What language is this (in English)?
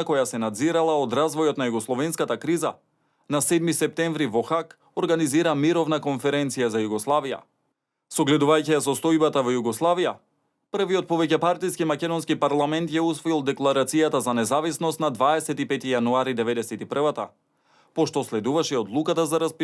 Macedonian